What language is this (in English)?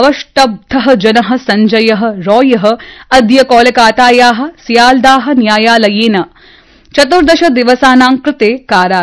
Sanskrit